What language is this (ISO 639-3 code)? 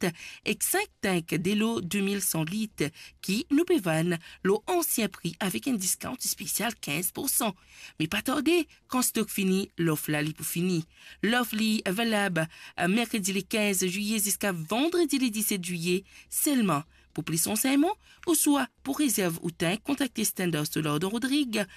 mfe